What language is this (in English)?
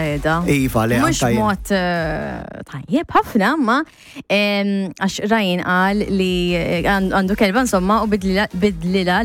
Maltese